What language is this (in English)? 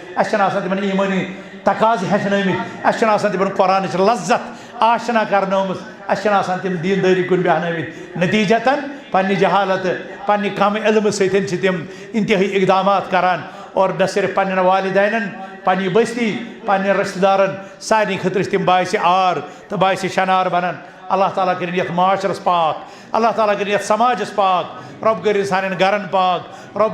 Kashmiri